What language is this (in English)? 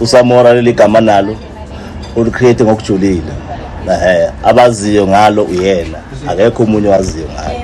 Zulu